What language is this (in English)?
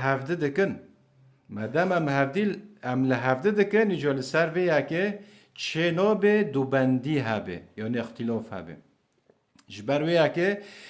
Kurdish